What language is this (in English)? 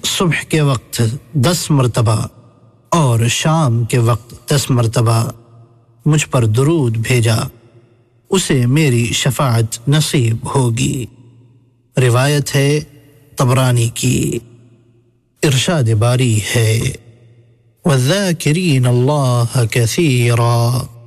Urdu